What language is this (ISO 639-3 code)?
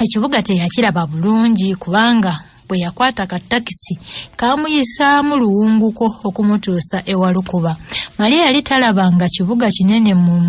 lug